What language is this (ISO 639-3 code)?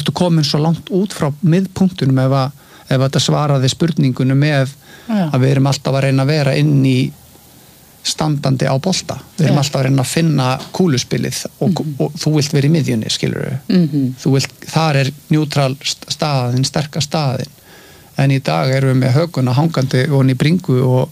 isl